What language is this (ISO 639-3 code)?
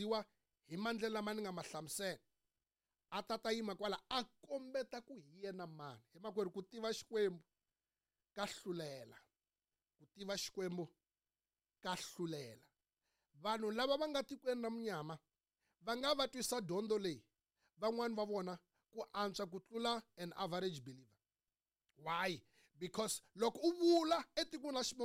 tso